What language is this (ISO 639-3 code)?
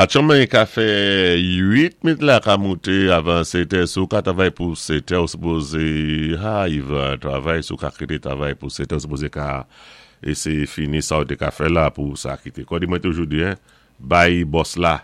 acf